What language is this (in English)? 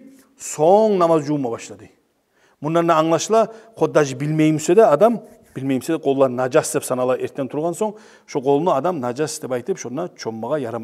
Kumyk